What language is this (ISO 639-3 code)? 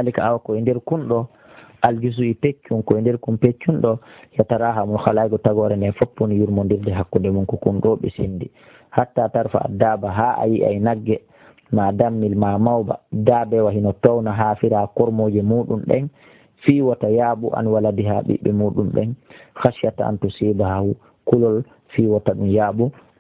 fuf